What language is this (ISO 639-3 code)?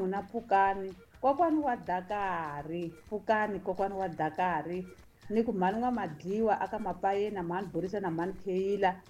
tso